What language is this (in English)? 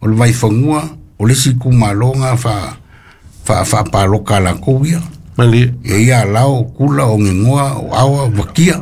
Samoan